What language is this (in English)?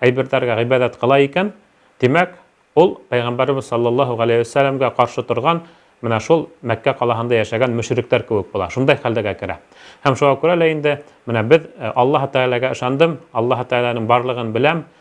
Bashkir